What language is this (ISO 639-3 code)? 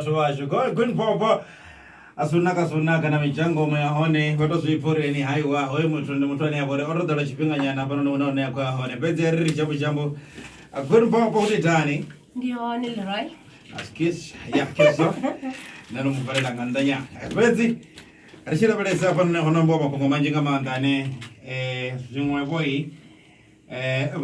ven